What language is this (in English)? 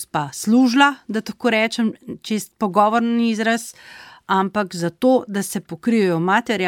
Slovenian